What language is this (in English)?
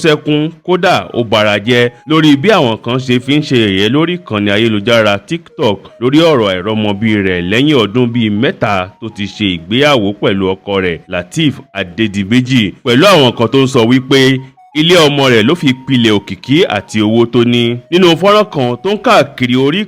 Yoruba